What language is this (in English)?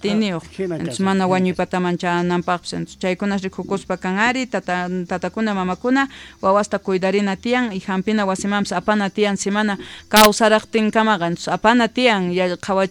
South Bolivian Quechua